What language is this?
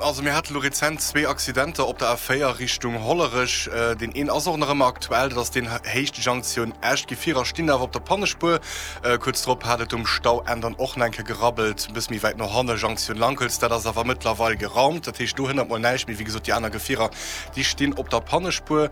Luxembourgish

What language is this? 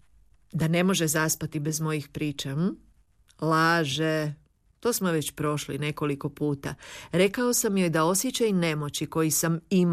Croatian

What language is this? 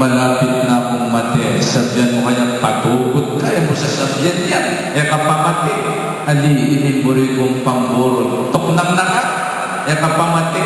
Pampanga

